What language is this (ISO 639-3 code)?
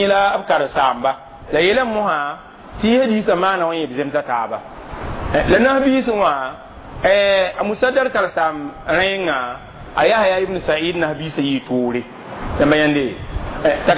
mos